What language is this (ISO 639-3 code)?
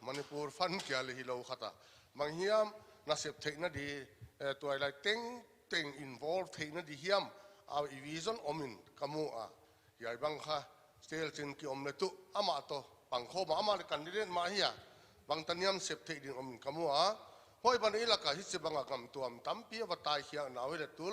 pck